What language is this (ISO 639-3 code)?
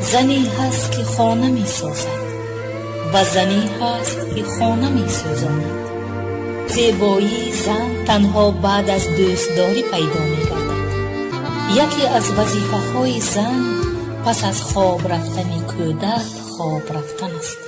tgk